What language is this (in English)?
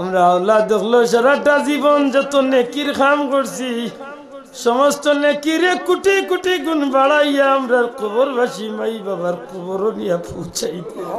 Sylheti